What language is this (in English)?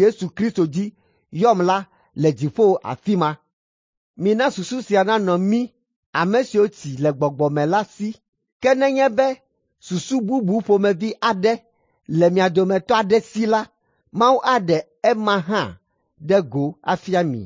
Ewe